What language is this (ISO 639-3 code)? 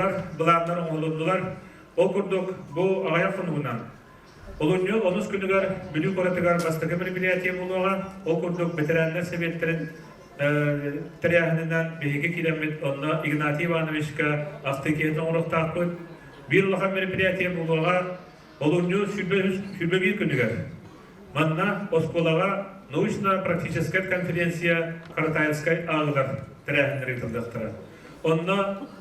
sah